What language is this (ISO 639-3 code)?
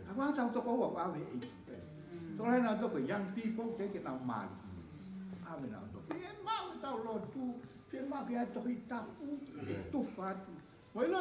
ton